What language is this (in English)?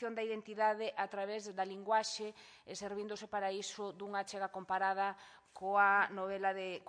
Galician